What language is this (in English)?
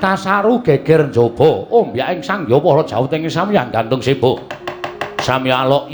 Javanese